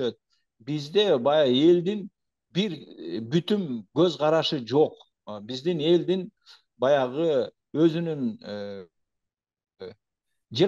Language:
Kyrgyz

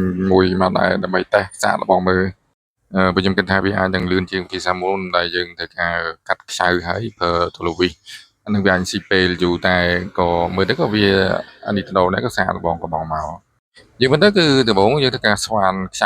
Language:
Khmer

